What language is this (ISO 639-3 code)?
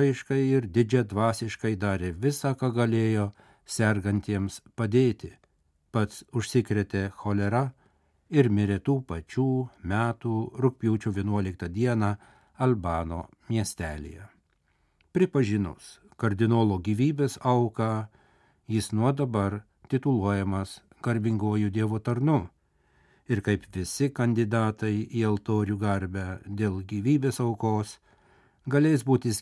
lit